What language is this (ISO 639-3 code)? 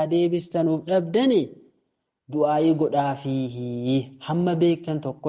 orm